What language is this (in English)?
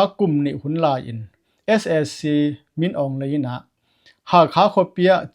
Tedim Chin